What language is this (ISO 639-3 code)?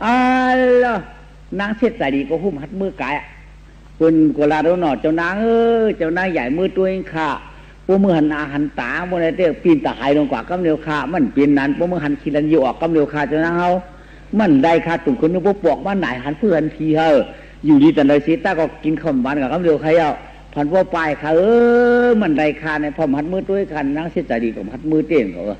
shn